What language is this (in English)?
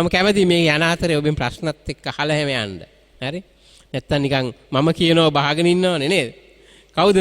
Sinhala